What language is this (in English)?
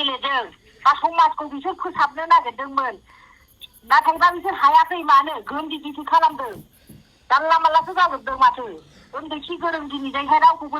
Bodo